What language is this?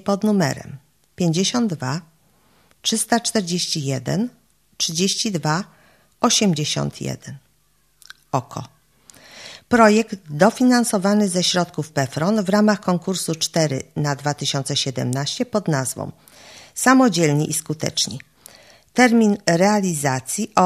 Polish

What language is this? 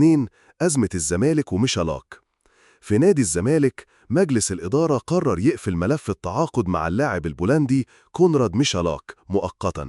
Egyptian Arabic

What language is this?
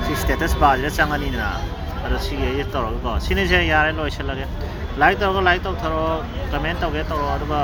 Manipuri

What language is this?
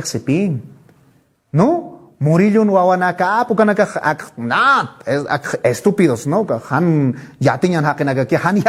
Aymara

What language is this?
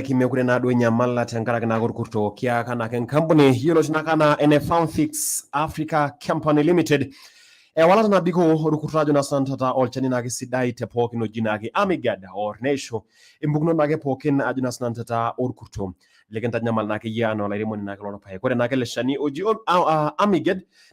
Masai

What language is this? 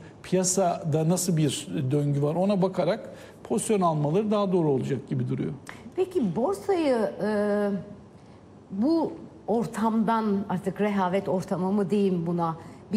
Turkish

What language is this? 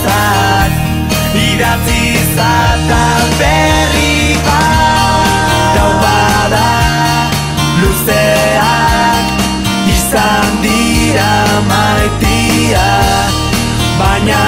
Basque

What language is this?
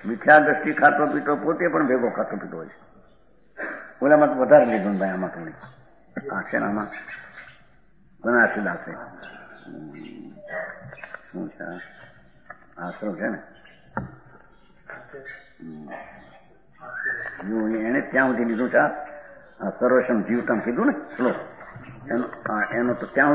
Gujarati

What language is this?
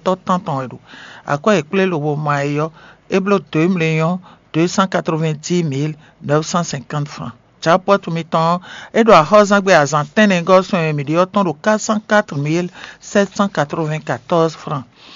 Fon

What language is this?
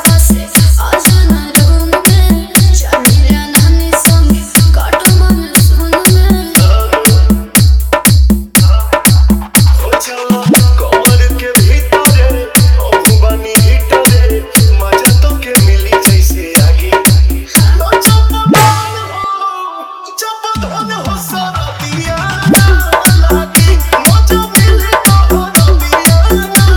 Bhojpuri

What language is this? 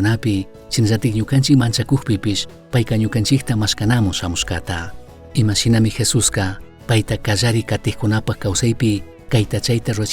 Chimborazo Highland Quichua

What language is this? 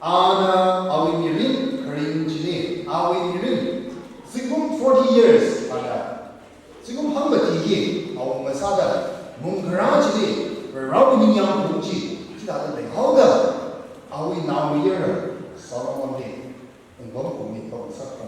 Tangkhul Naga (India)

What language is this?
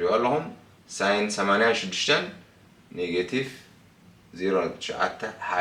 Tigrinya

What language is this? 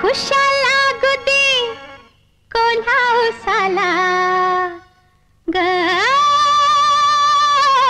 Marathi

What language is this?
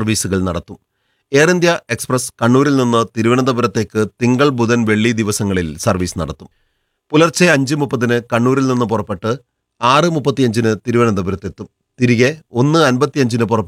Malayalam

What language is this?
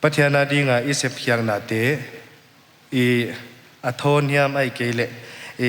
Paite Chin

